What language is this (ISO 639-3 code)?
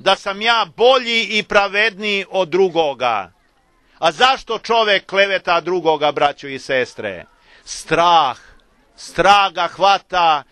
srp